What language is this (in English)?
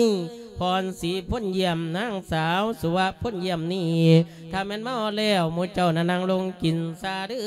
Lao